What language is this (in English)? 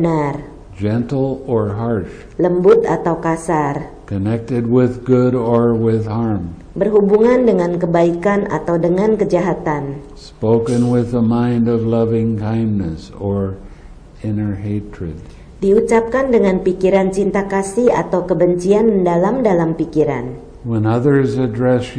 Indonesian